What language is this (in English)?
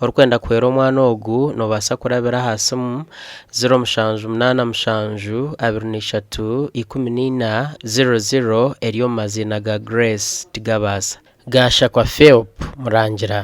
Nyankole